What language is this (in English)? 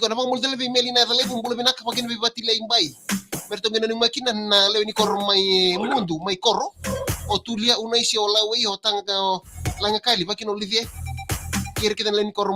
Fijian